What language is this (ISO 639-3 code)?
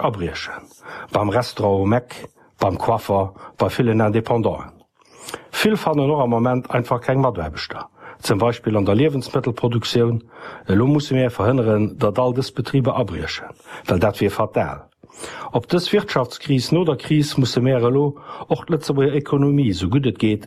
ltz